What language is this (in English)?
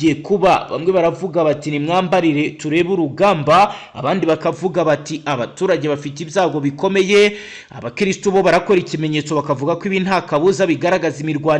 Kinyarwanda